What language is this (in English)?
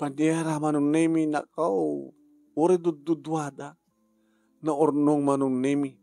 Iloko